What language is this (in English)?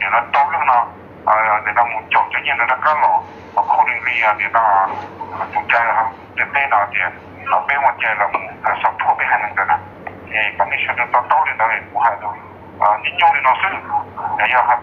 Hmong